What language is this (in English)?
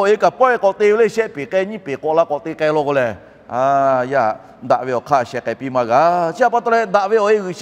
Lahu